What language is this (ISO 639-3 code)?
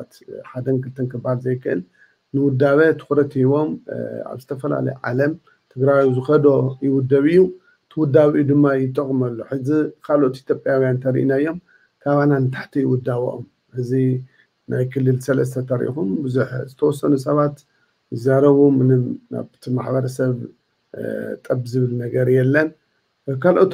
tir